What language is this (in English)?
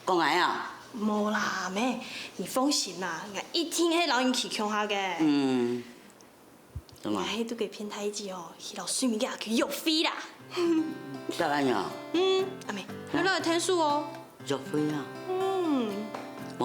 Hakka Chinese